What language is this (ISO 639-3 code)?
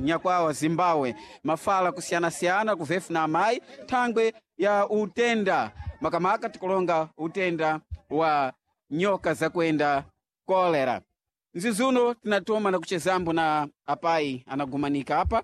seh